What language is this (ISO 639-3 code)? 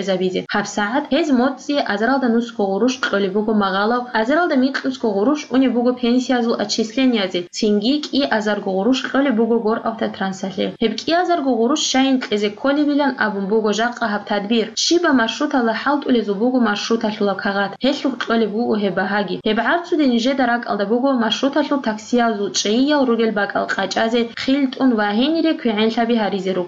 ava